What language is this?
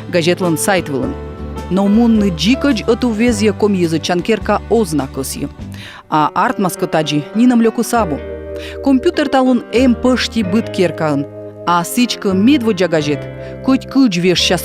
Komi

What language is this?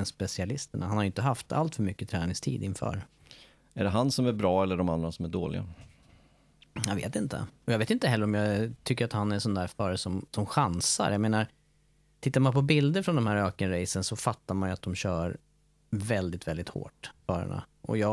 Swedish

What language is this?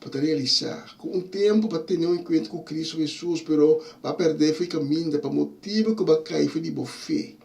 Papiamento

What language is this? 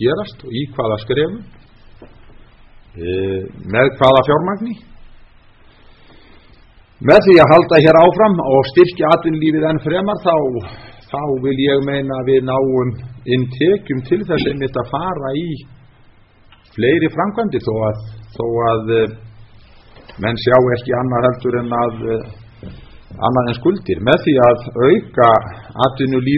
Icelandic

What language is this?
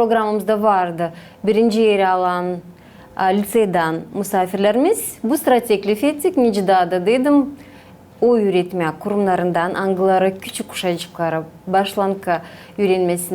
Gagauz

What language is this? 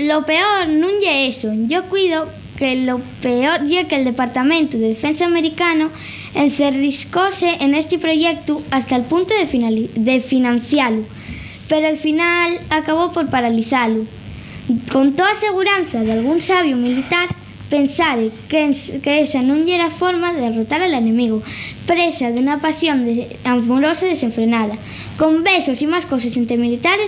Asturian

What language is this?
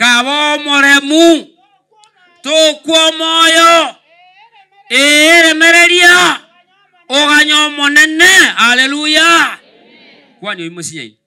Gusii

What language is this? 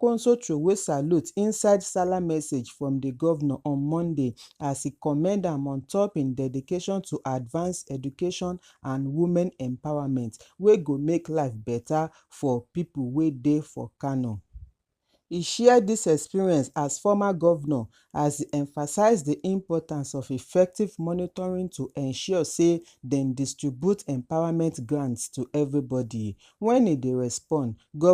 Nigerian Pidgin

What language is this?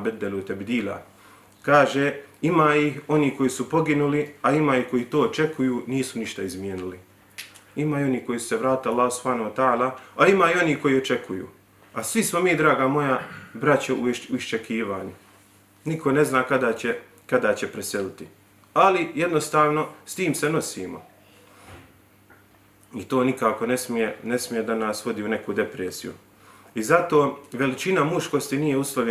Bosnian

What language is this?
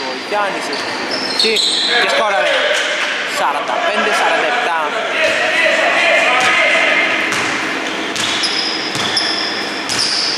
Greek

